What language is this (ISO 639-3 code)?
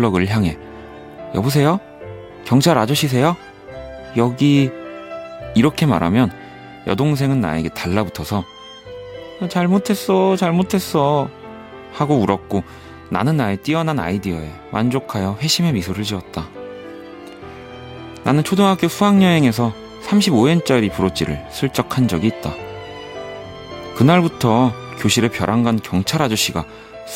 kor